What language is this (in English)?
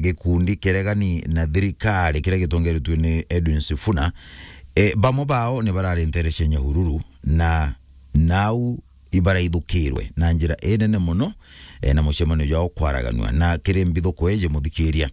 Meru